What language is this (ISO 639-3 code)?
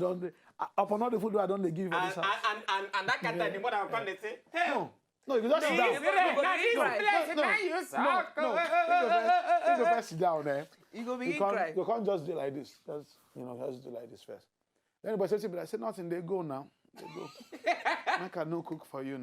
pcm